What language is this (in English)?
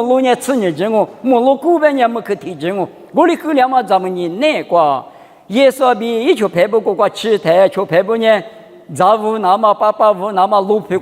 Lisu